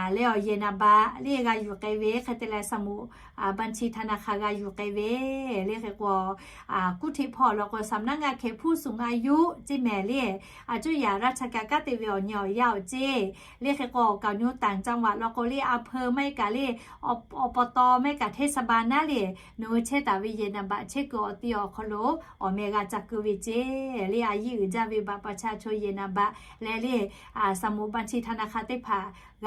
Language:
Lahu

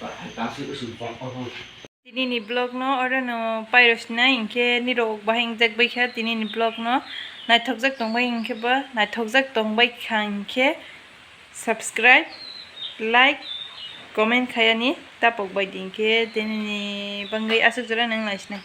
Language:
Kok Borok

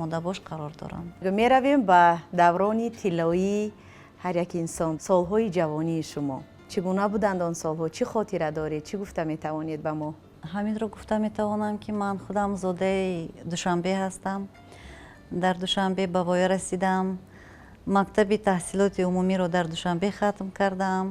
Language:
Tajik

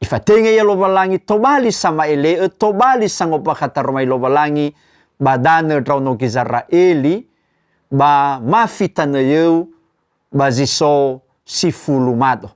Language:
Nias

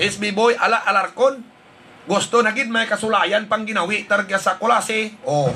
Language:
Hiligaynon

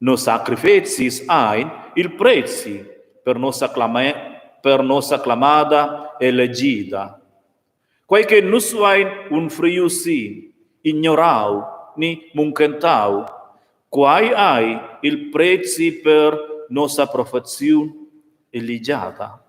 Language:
Romansh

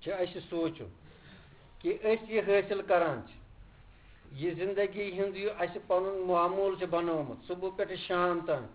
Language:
Kashmiri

